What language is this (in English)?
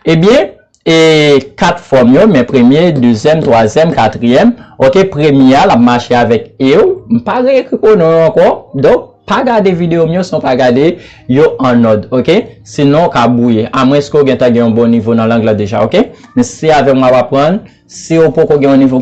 Haitian Creole